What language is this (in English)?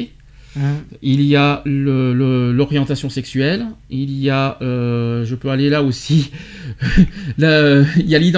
French